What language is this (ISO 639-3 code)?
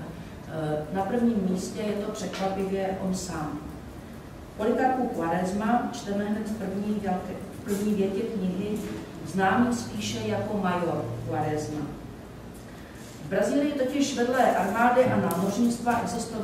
ces